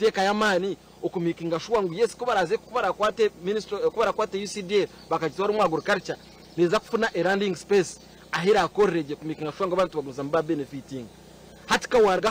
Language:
Nyankole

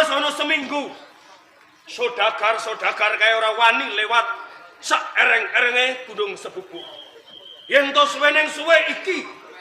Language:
Javanese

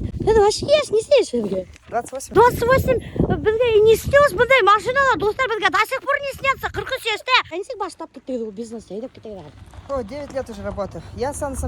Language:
Bashkir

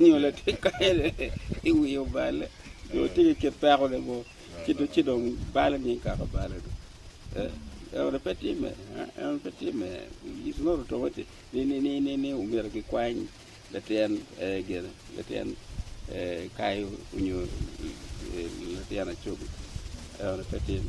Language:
Acoli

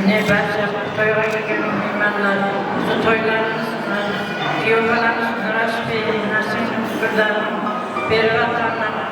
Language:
Kara-Kalpak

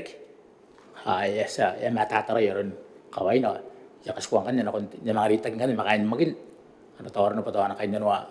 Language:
Gilbertese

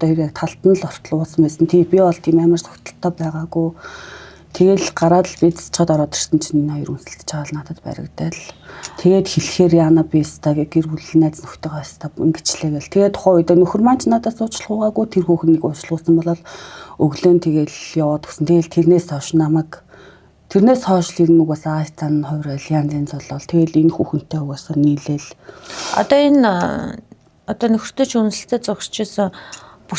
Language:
Mongolian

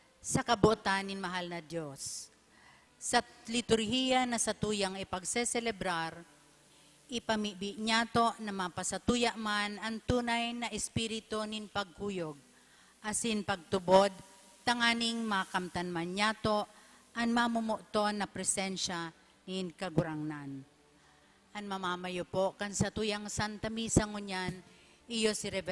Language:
Bikol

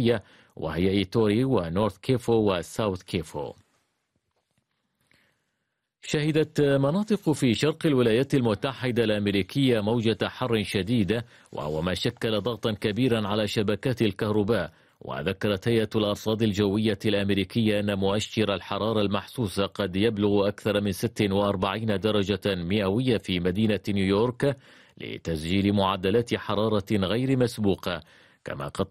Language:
Arabic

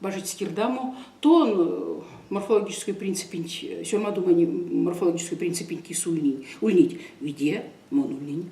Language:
Erzya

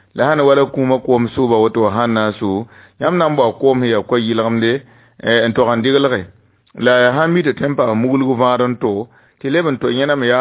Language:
Mossi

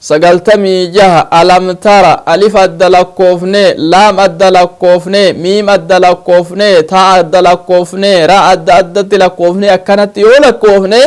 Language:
Oromo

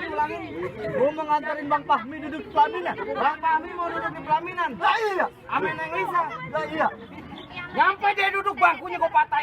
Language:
Betawi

